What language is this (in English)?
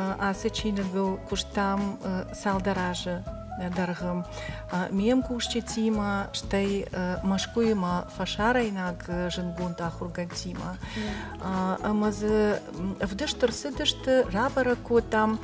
Ossetic